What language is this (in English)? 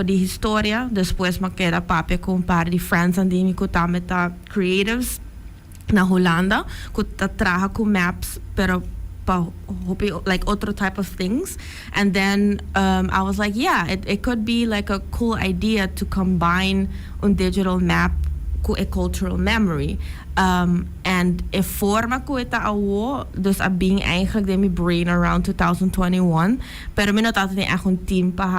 Papiamento